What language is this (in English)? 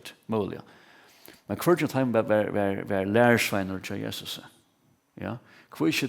Faroese